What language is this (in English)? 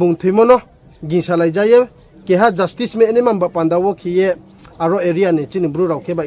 Riang (India)